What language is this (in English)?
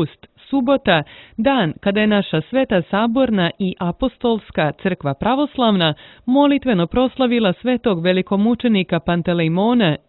Serbian